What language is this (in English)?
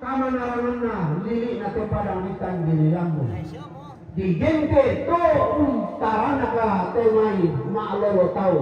Toraja-Sa'dan